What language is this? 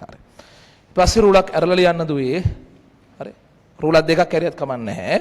Sinhala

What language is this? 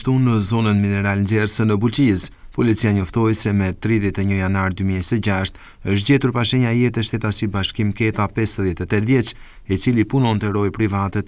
Albanian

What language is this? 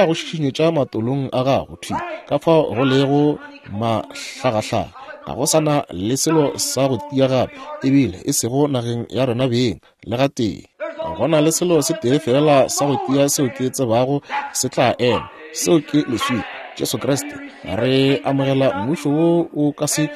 Northern Sotho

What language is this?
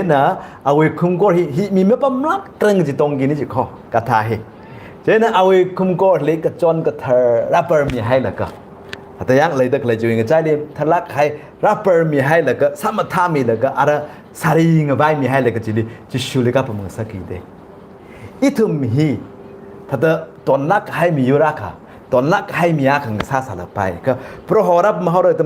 Tangkhul Naga (India)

